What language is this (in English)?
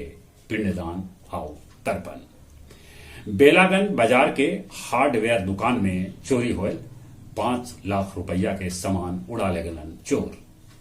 Magahi